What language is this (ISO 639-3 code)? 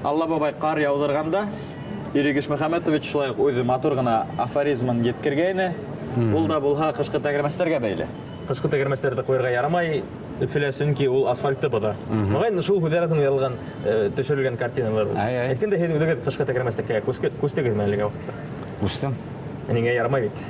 bak